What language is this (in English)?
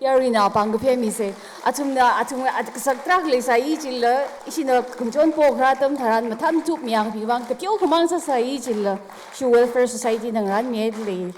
Tangkhul Naga (India)